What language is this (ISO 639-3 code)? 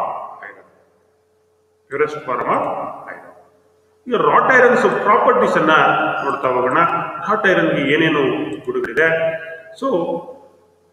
kan